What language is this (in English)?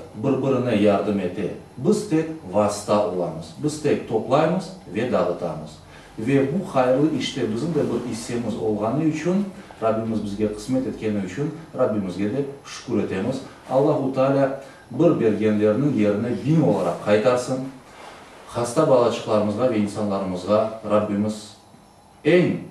Crimean Tatar